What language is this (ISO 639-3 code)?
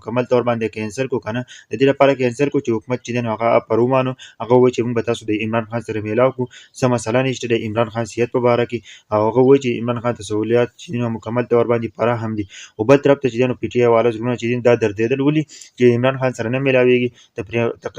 pus